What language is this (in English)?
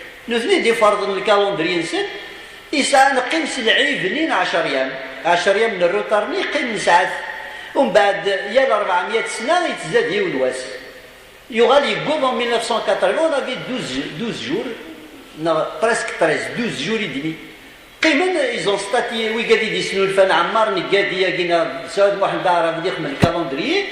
Kabyle